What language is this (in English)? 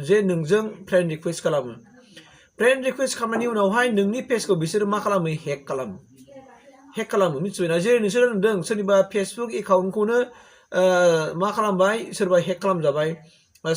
Bodo